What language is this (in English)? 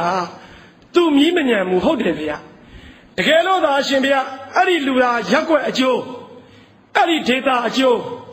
Burmese